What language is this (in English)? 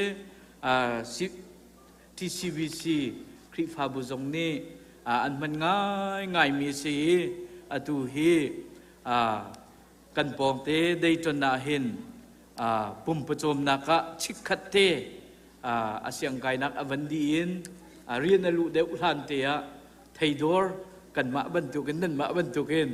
Hakha Chin